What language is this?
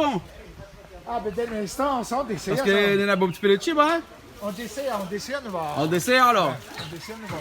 Réunion Creole French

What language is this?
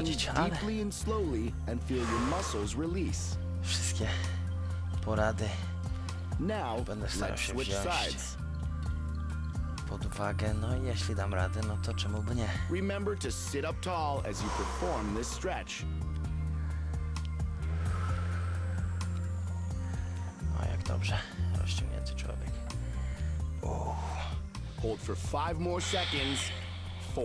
Polish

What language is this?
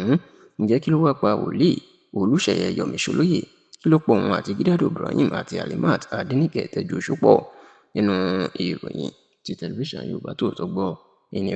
Yoruba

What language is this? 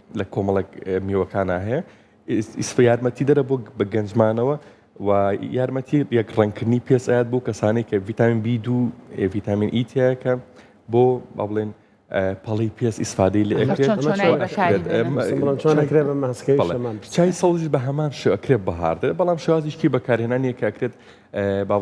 Central Kurdish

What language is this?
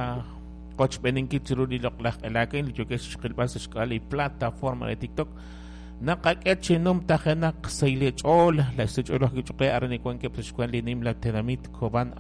Kekchí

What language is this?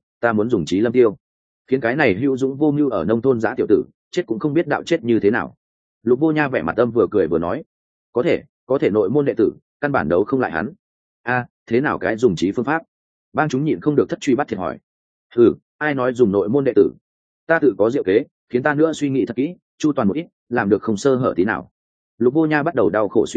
Vietnamese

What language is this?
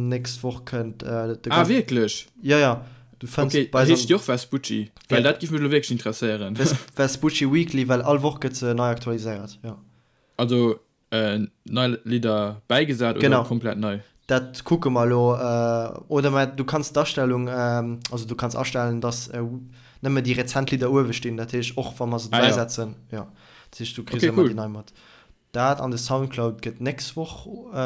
Luxembourgish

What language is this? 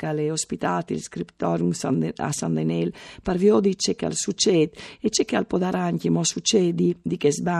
Friulian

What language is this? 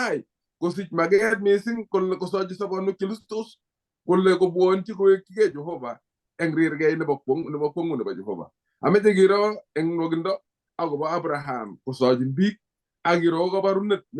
Kalenjin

